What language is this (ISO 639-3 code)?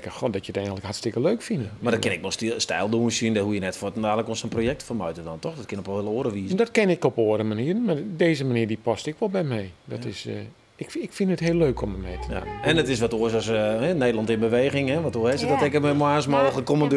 fry